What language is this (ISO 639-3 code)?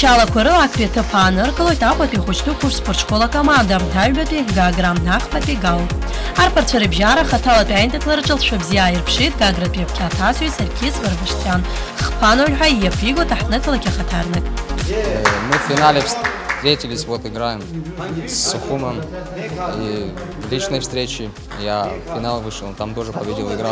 abk